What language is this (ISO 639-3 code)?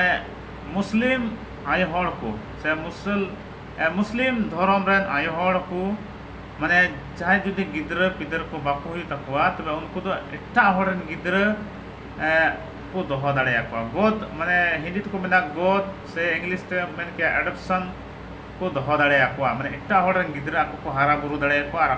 sat